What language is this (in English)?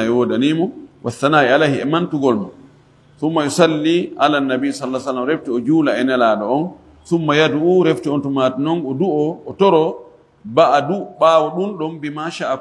Fula